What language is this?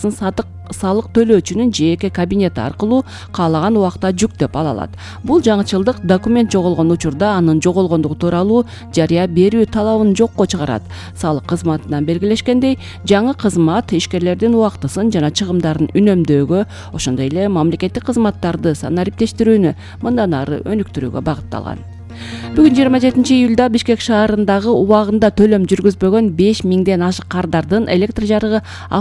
Kyrgyz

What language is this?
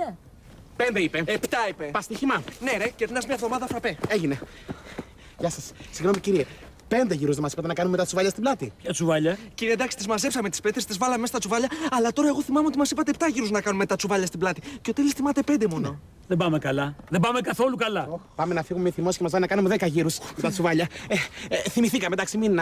Greek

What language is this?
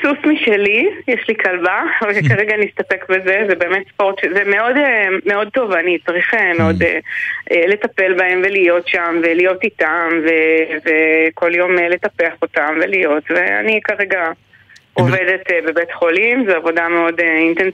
Hebrew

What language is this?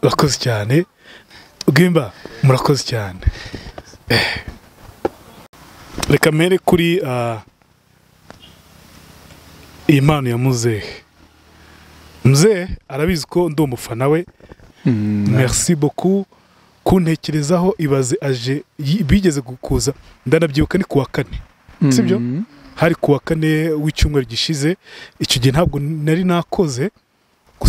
Kinyarwanda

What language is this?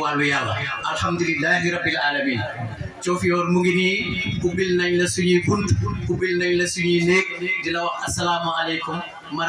Wolof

